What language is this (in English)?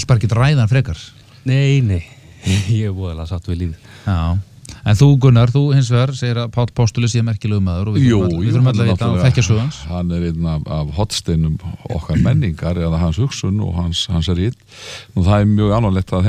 Icelandic